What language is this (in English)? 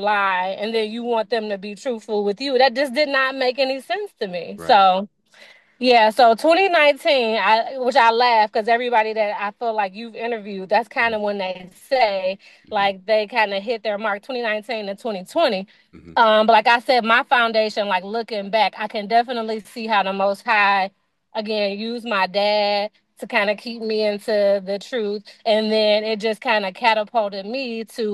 English